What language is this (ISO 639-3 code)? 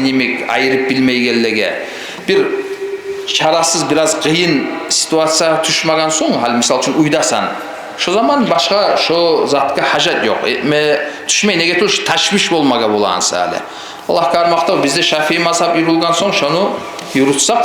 kum